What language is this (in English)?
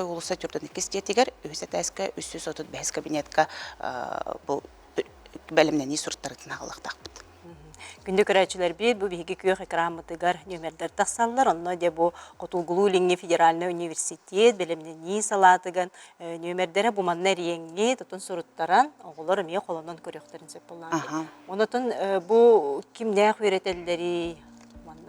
Yakut